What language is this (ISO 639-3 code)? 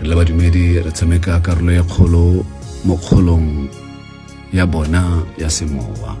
tsn